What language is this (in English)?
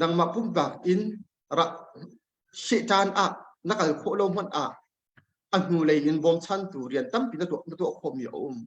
Hakha Chin